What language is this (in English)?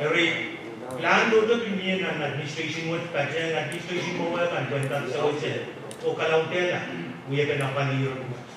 Pohnpeian